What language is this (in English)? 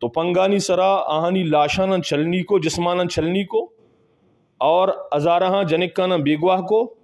Eastern Balochi